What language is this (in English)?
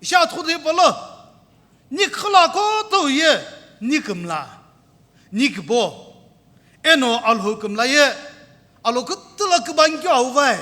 Sumi Naga